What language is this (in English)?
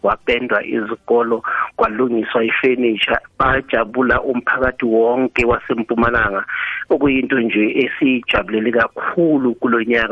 South Ndebele